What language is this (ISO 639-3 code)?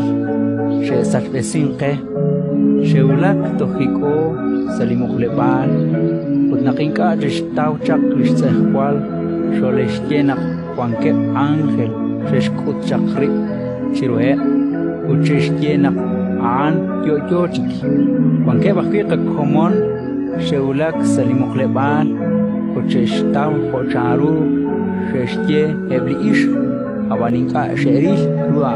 kek